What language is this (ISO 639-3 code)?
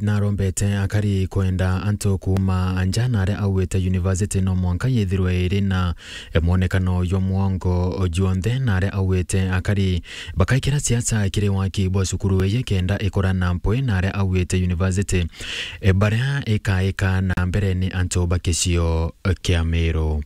mer